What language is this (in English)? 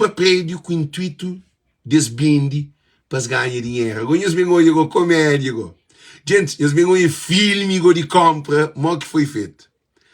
Kabuverdianu